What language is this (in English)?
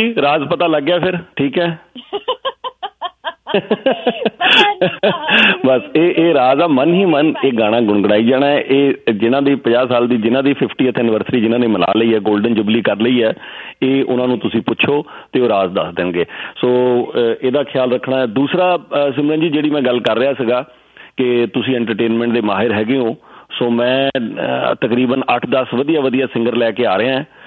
Punjabi